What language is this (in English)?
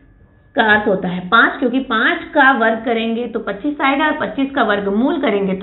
Hindi